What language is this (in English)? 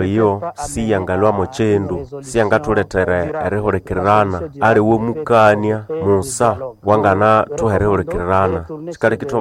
Nande